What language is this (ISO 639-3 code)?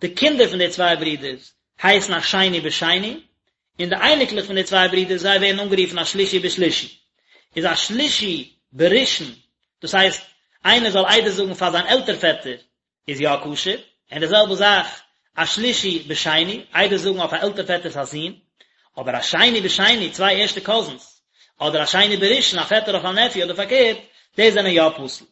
yid